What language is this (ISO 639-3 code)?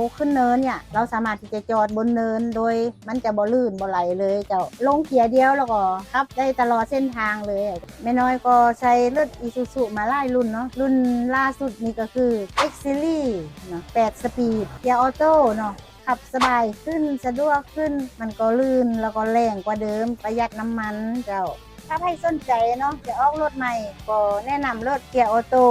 lao